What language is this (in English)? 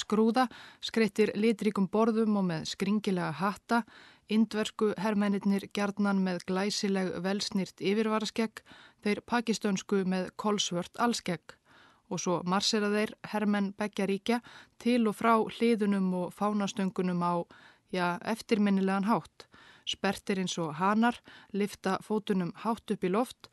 Icelandic